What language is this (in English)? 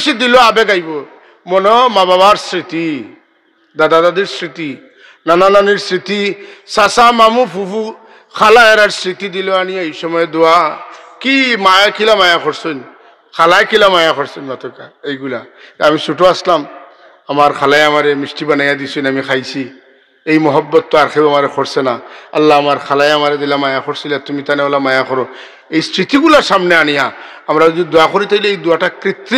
Sylheti